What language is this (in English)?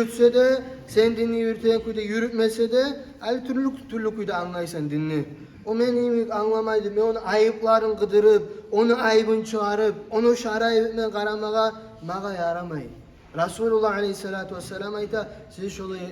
Kumyk